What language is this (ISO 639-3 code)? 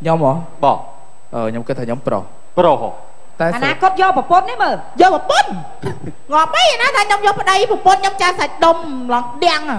khm